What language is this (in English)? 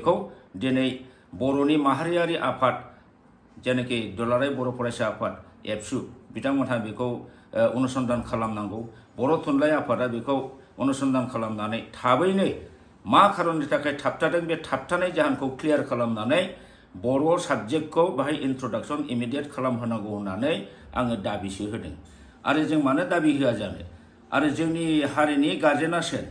Bodo